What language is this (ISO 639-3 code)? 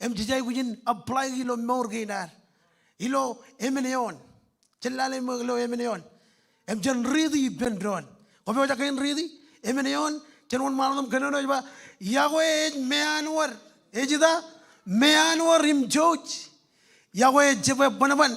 mah